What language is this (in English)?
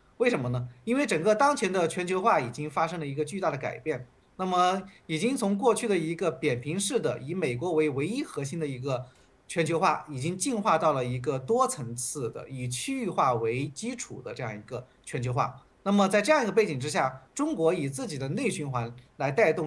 Chinese